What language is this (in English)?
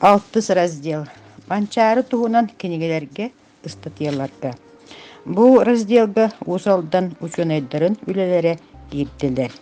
Yakut